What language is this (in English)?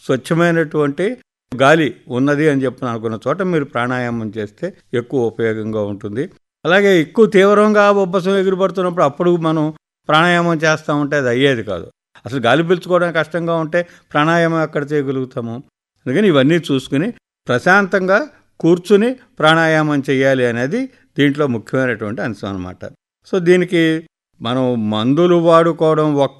Telugu